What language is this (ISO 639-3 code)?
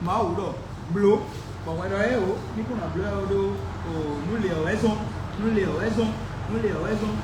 fon